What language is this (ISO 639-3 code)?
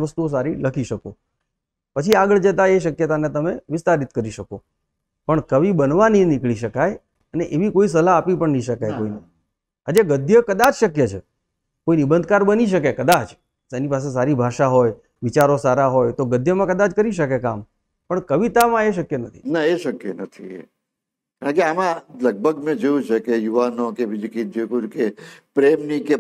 guj